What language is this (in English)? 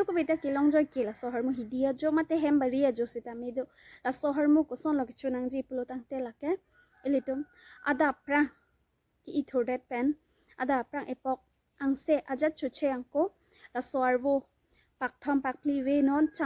Karbi